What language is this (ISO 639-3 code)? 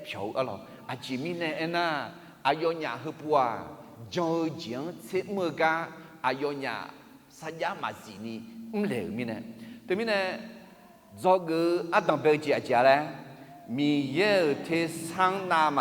ahk